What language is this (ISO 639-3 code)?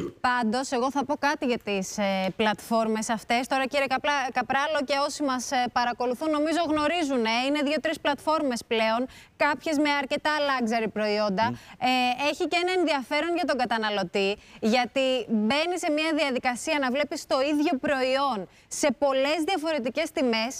ell